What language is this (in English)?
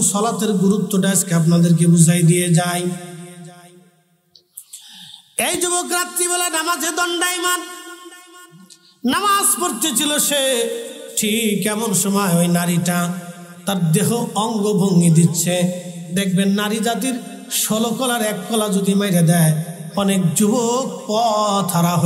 Bangla